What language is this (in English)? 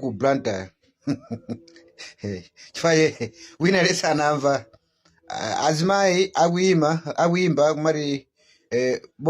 Nyanja